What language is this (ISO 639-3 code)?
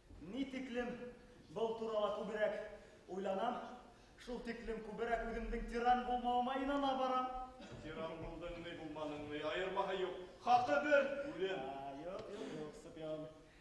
bak